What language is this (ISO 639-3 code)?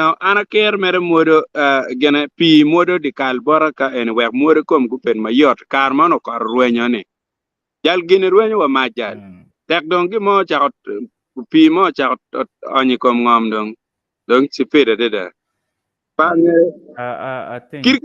ach